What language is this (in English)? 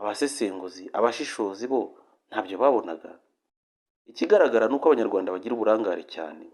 Kinyarwanda